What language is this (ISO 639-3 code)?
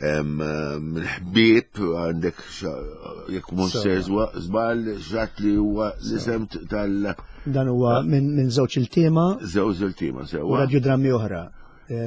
mlt